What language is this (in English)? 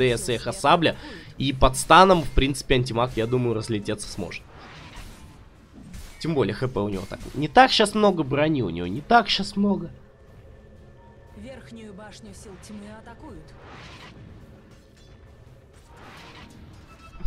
Russian